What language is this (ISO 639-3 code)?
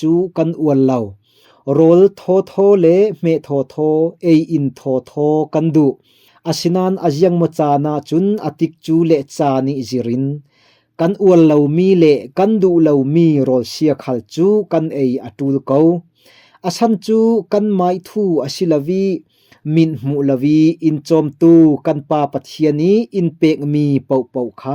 cfm